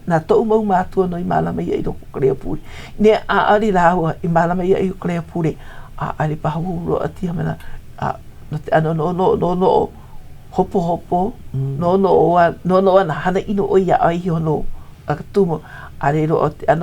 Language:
Hawaiian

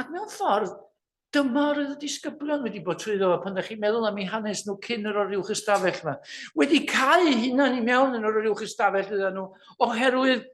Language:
Welsh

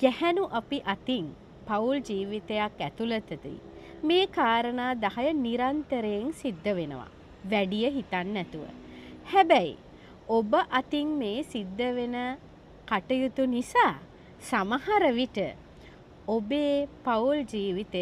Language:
Sinhala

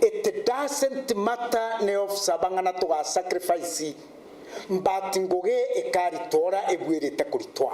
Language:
Meru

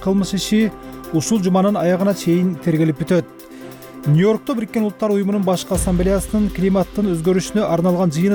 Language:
Kyrgyz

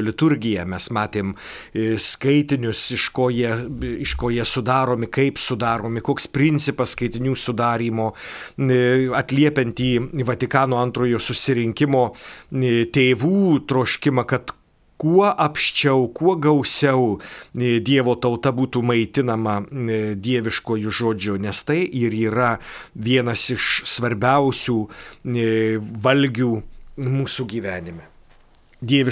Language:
Lithuanian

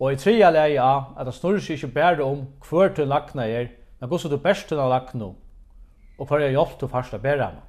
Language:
Faroese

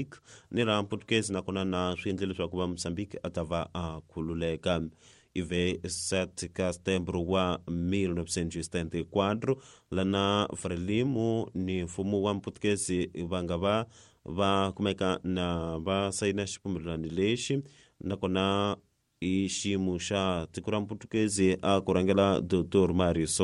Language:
Tsonga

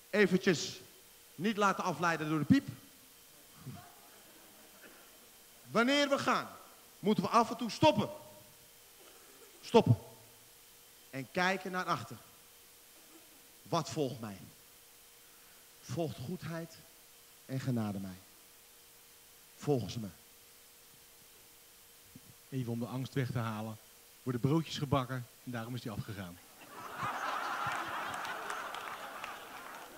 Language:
Dutch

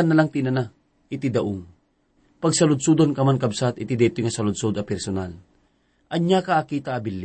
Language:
Iloko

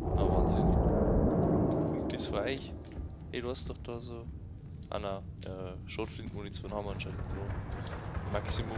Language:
Bavarian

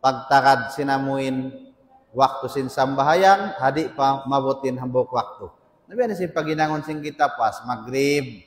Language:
Tausug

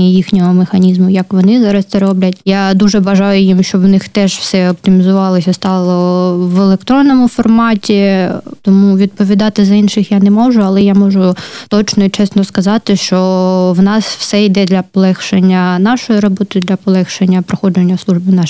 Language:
Ukrainian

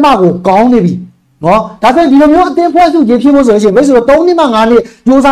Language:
Burmese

